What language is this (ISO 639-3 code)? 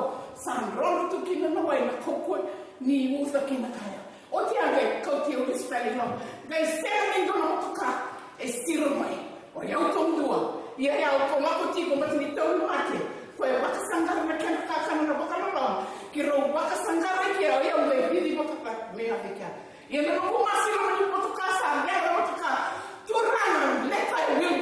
fij